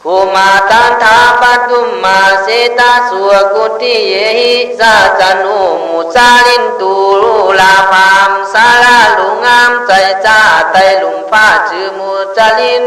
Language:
Khün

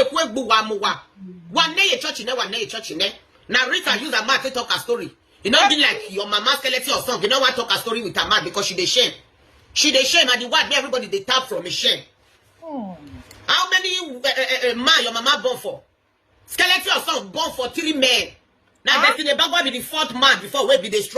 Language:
Nigerian Pidgin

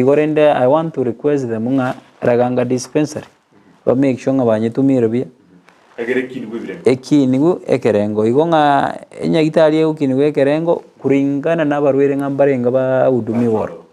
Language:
Gusii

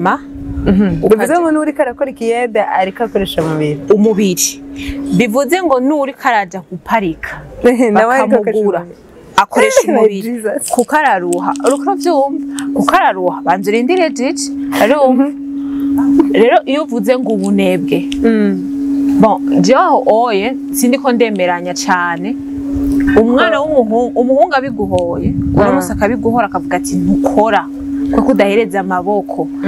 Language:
Rundi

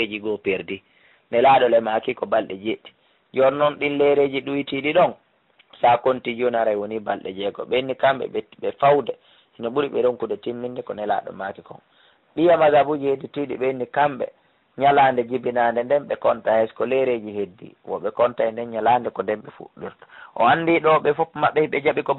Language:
Fula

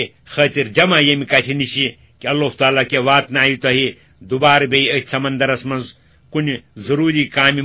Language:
Kashmiri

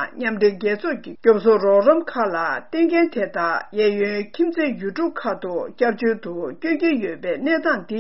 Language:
Tibetan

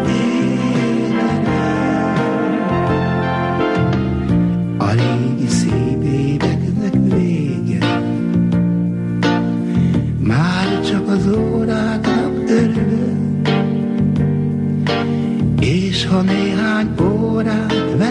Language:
Hungarian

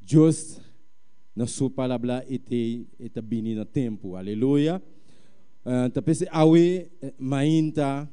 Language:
Papiamento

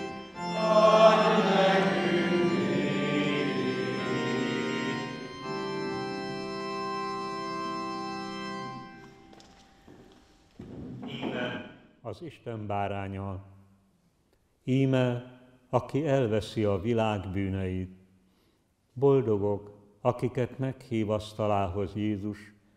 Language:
Hungarian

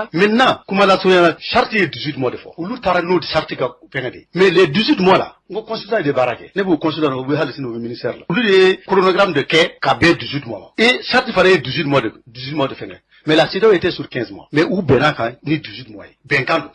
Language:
Bambara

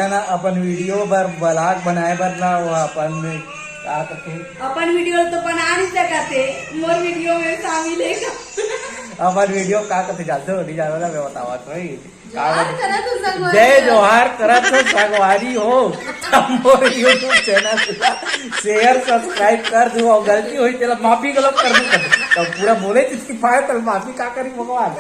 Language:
Chhattisgarhi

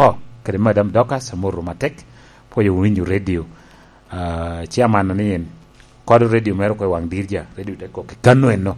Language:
Lango (Uganda)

